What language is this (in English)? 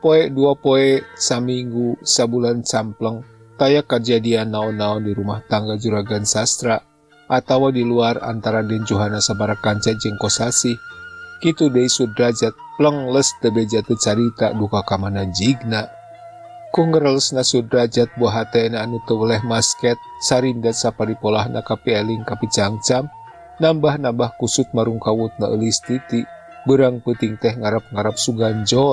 Sundanese